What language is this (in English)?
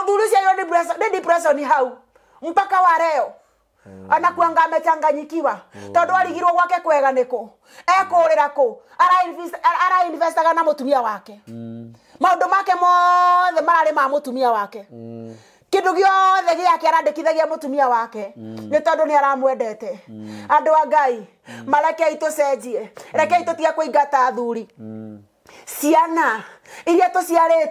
Kikuyu